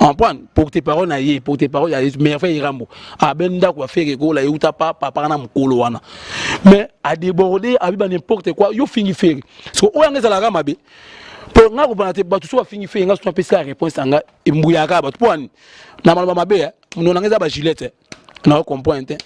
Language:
Lingala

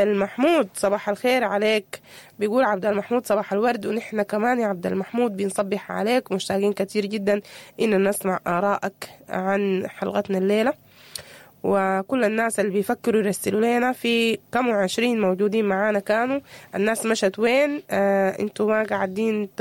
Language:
Sudanese Arabic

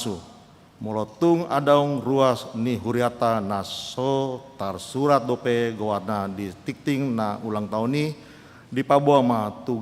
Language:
Batak Toba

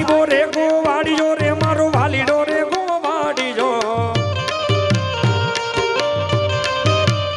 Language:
Gujarati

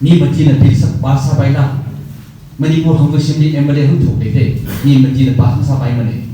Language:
Tangkhul Naga (India)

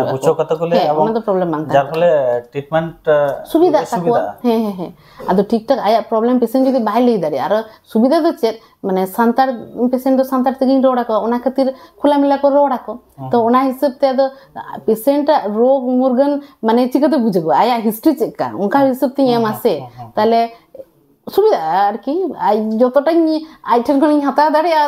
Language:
Santali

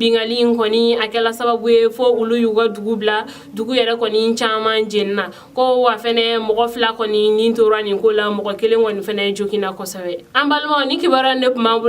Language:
Bambara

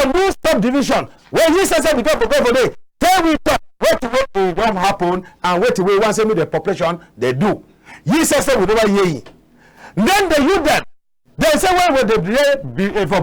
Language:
Cameroon Pidgin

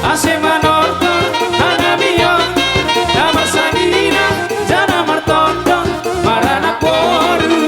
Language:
Batak Simalungun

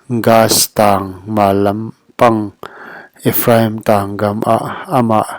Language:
Paite Chin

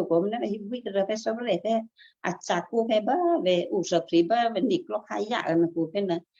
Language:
Western Kayah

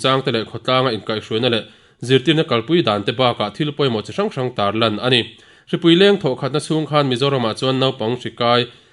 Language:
Mizo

